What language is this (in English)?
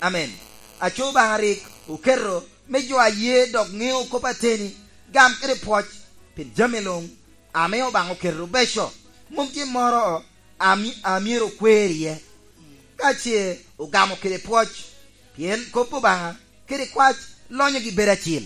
Lango (Uganda)